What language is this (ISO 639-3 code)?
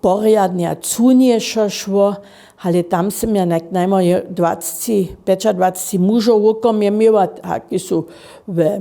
hsb